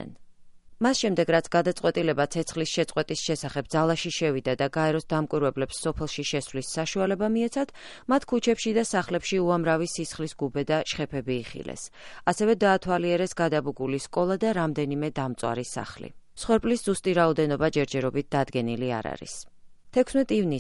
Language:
Georgian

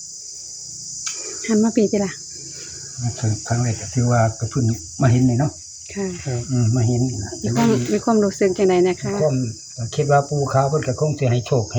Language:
Northeastern Thai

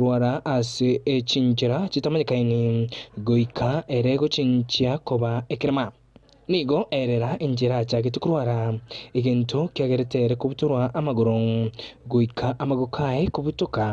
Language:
Gusii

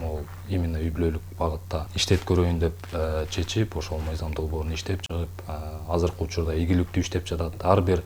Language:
Kyrgyz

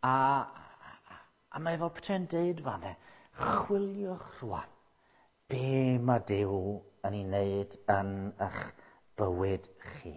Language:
Welsh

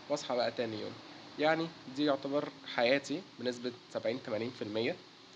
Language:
Egyptian Arabic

